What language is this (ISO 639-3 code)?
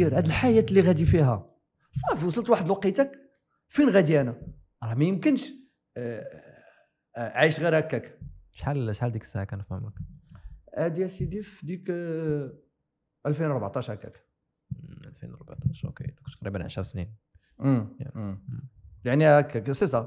ary